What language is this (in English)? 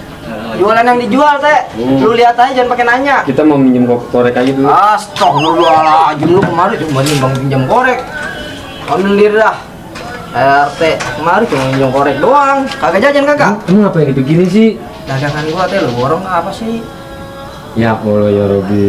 Betawi